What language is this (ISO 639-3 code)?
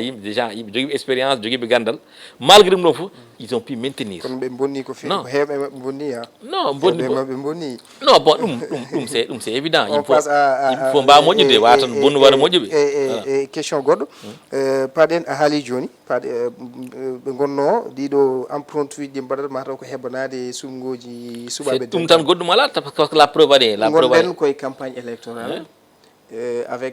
ful